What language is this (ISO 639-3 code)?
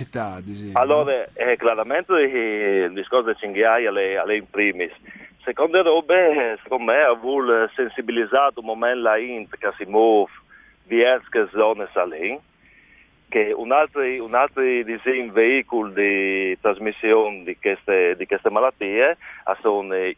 fur